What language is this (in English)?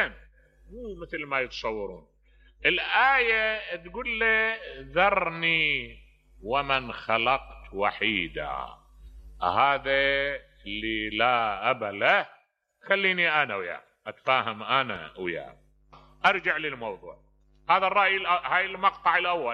Mesopotamian Arabic